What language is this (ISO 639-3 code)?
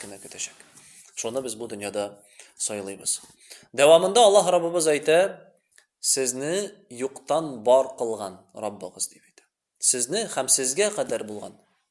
tat